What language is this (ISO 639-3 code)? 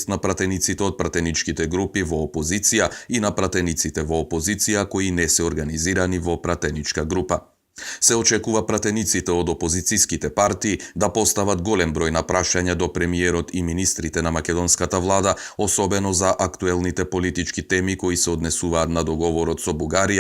mkd